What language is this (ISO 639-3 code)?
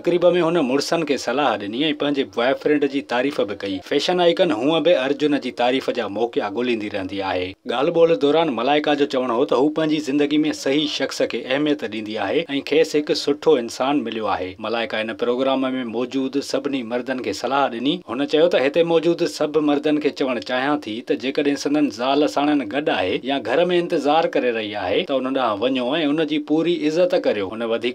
snd